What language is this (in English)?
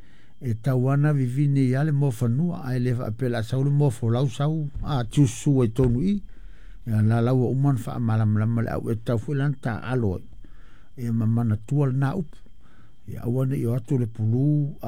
Samoan